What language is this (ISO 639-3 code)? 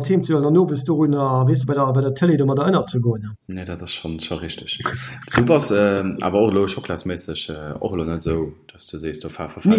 ltz